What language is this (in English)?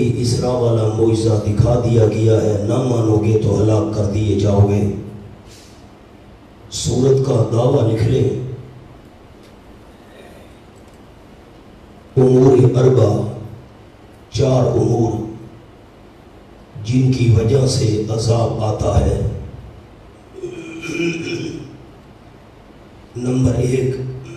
Urdu